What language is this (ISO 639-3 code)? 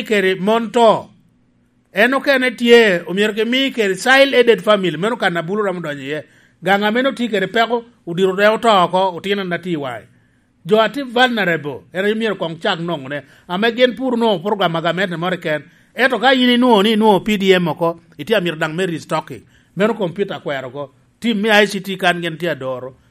laj